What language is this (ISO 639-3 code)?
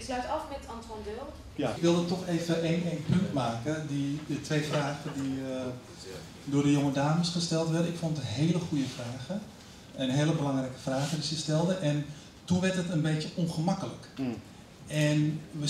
nld